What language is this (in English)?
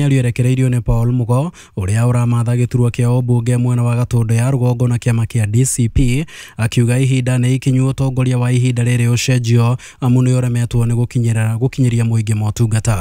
Kikuyu